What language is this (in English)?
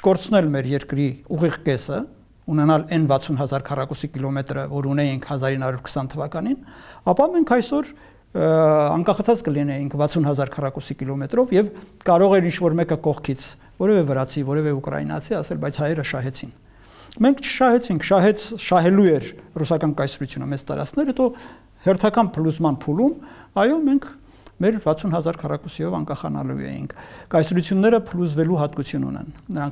Armenian